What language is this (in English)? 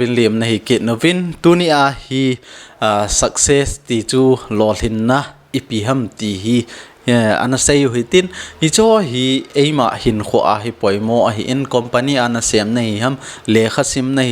Thado Chin